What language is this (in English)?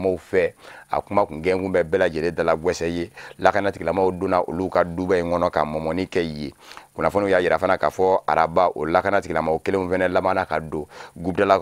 Bambara